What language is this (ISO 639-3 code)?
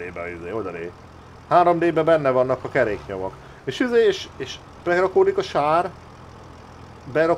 hun